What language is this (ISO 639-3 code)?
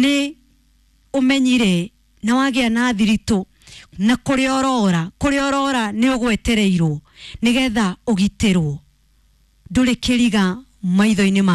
kik